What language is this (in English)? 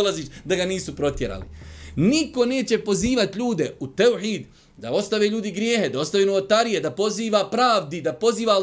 Bosnian